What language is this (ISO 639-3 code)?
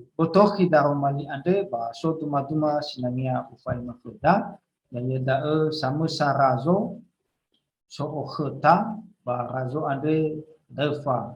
nia